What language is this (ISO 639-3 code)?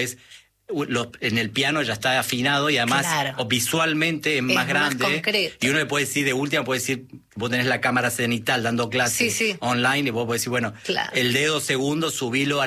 spa